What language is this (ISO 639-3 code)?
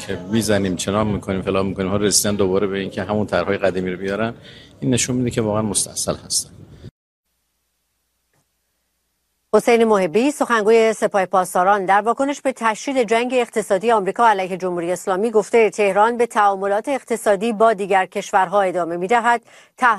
fas